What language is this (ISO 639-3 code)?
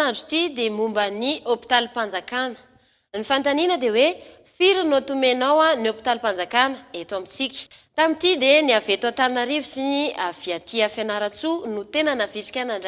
mlg